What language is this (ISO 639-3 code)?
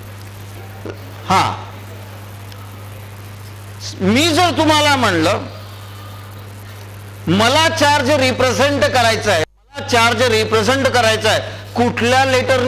mar